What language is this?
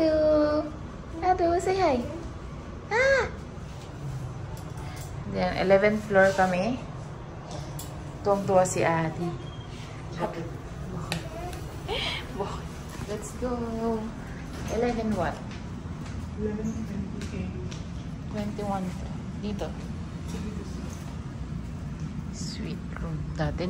Filipino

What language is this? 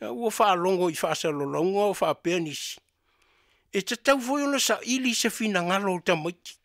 Samoan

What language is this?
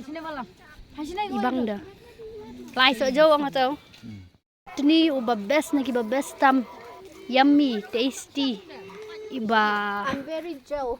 Khasi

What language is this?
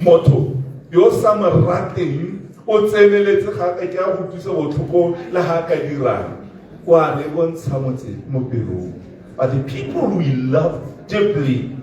Tswana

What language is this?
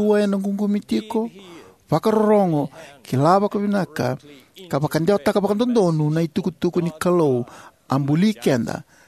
Fijian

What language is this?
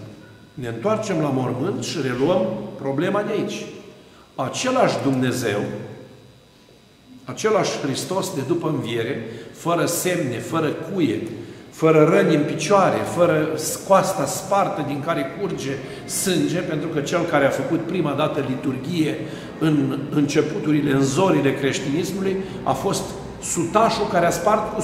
Romanian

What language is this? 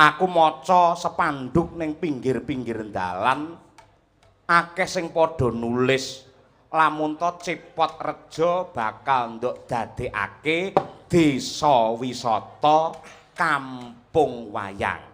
Javanese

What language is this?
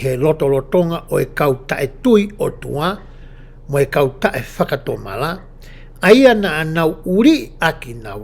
Tongan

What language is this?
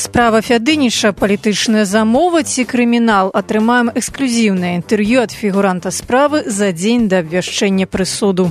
Belarusian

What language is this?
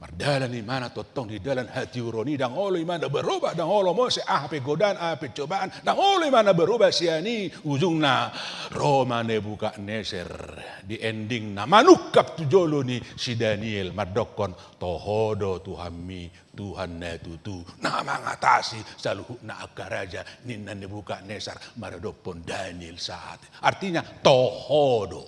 Batak Toba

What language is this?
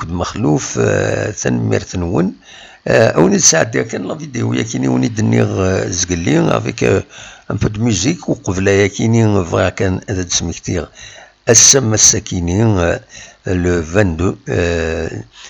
Kabyle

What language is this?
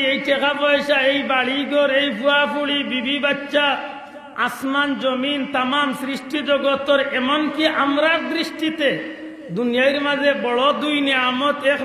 Sylheti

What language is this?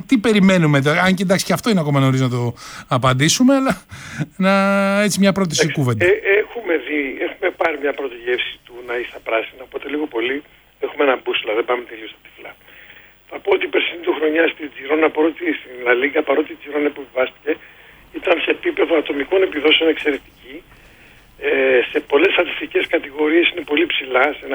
Greek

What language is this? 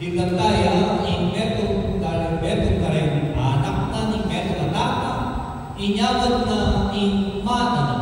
Pampanga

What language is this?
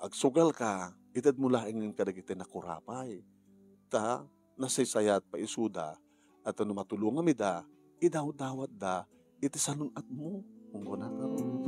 Iloko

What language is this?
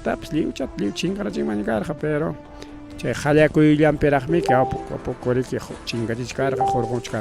Ayacucho Quechua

